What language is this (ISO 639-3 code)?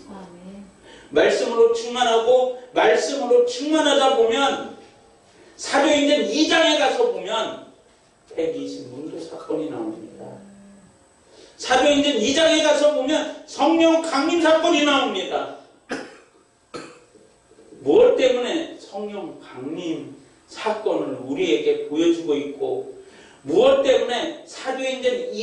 kor